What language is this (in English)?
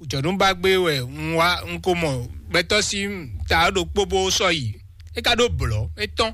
Fon